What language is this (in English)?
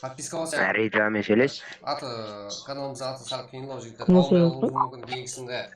Kara-Kalpak